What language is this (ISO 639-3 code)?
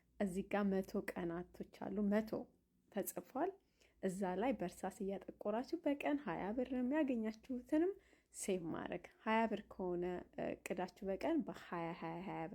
amh